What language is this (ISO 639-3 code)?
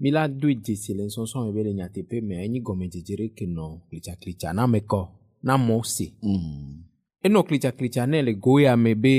ewe